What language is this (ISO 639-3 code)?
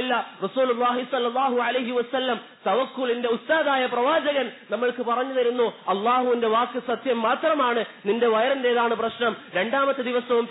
mal